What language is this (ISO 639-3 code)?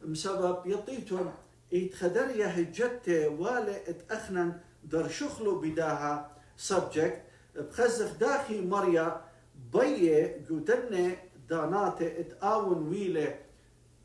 aii